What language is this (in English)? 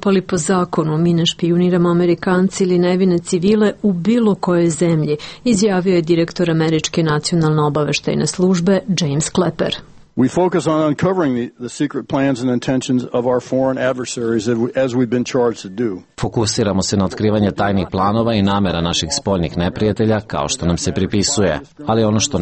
Serbian